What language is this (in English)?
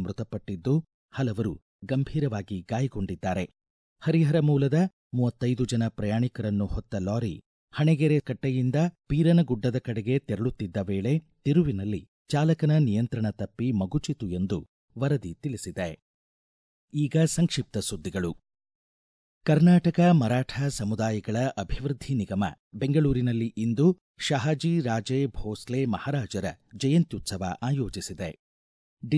Kannada